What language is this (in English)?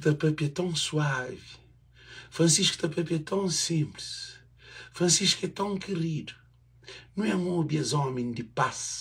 Kabuverdianu